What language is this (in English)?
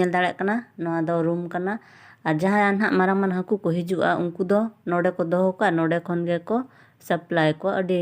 Santali